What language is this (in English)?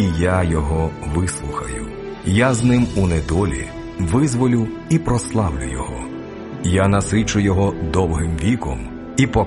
Ukrainian